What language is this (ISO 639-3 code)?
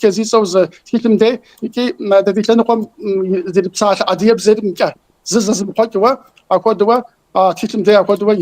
kbd